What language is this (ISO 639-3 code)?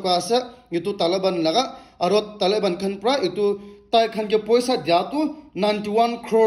nag